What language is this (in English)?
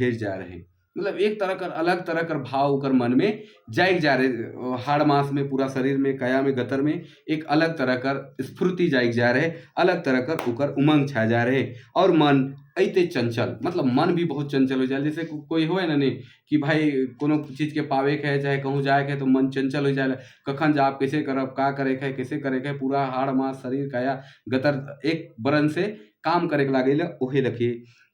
Sadri